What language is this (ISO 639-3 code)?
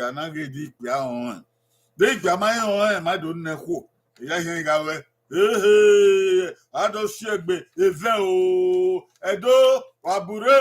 bin